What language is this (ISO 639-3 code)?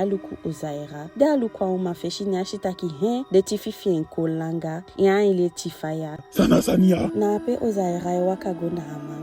djk